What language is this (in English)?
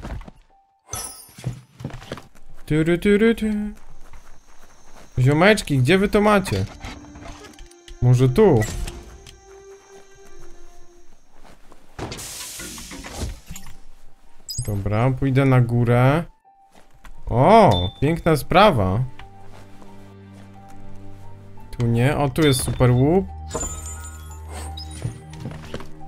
Polish